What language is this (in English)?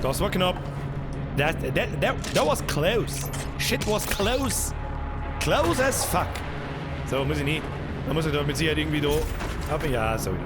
Bavarian